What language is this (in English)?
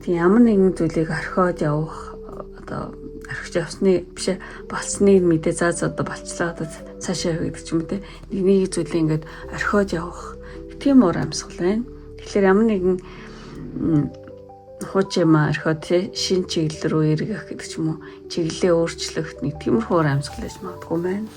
Mongolian